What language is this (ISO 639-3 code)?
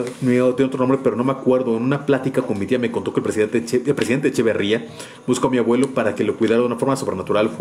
spa